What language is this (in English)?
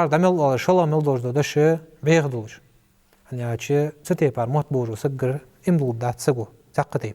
Ingush